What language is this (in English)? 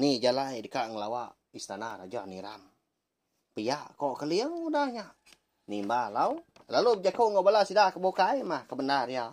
Iban